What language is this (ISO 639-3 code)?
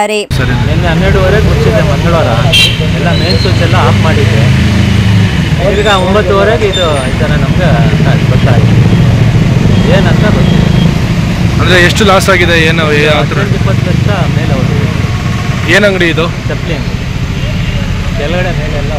kan